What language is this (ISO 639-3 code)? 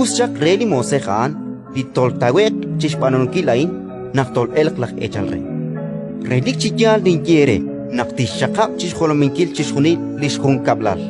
kek